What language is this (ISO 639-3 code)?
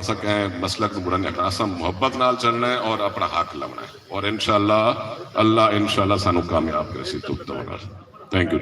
skr